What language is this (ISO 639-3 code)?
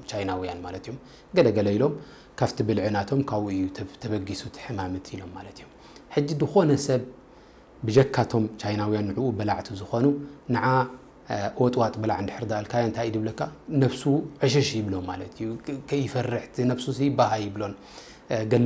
tir